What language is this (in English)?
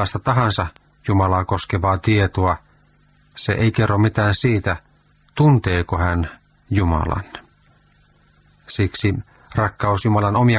Finnish